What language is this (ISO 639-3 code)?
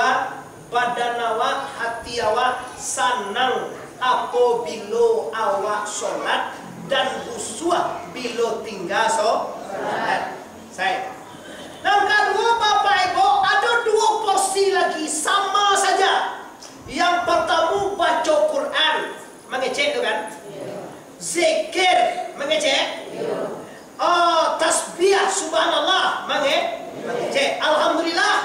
min